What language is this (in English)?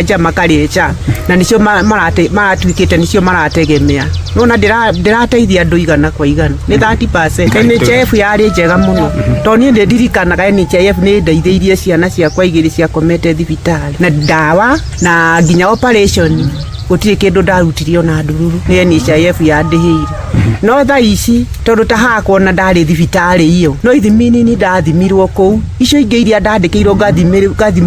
Kikuyu